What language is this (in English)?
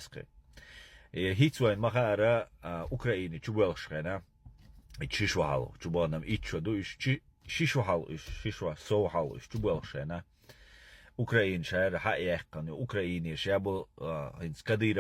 Chechen